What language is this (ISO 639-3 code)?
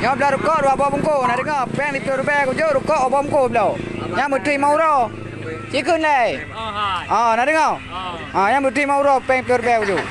ace